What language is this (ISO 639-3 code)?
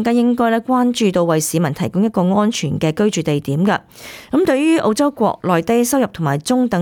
yue